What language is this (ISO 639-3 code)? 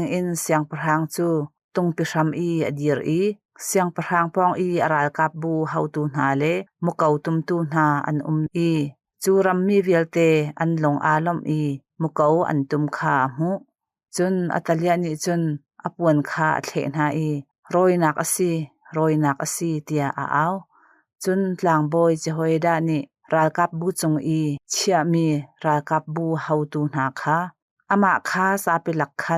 cnh